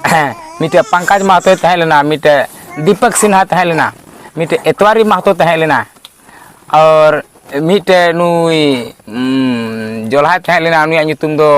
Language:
Santali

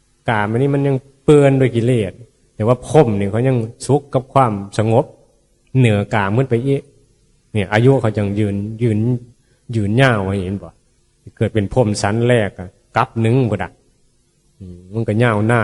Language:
Northeastern Thai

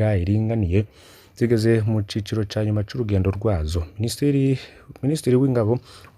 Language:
Rundi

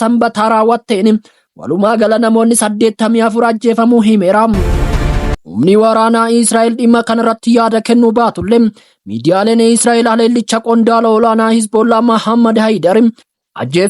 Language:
Oromo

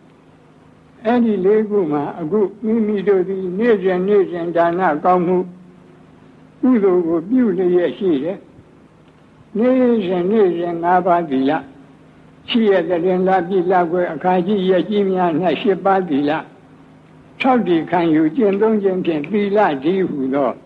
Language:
Burmese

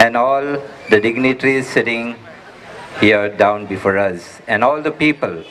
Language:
Konkani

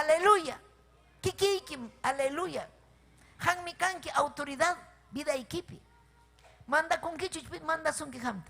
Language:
Ayacucho Quechua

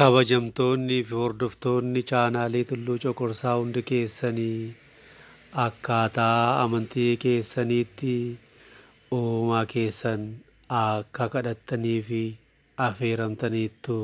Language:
Oromo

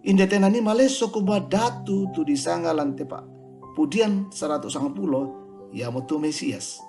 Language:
Toraja-Sa'dan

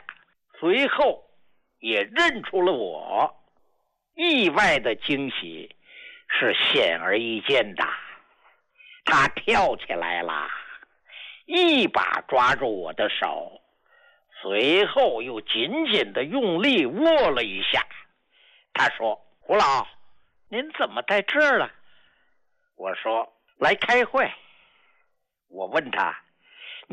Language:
Chinese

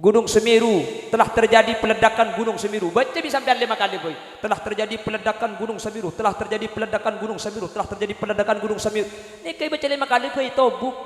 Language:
Madurese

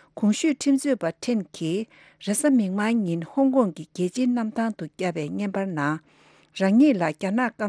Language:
Tibetan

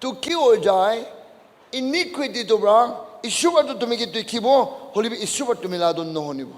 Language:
Naga Pidgin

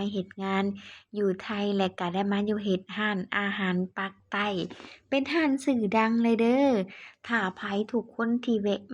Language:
Lao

